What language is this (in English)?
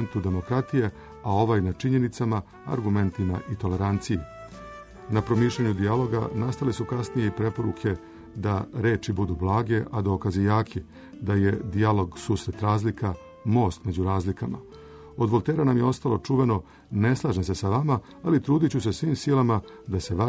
Serbian